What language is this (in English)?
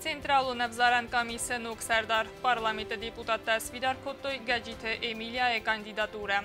Ossetic